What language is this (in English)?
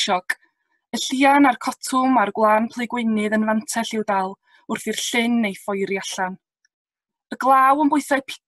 Welsh